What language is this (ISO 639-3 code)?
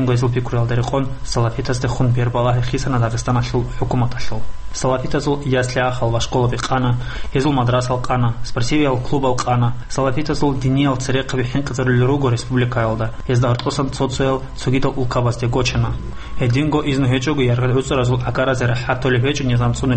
ava